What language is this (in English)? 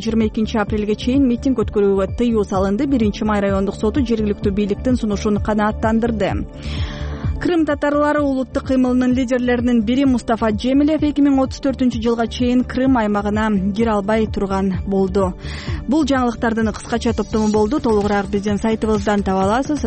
Kyrgyz